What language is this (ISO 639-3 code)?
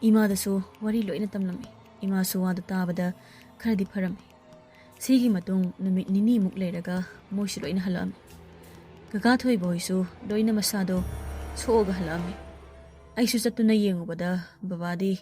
mni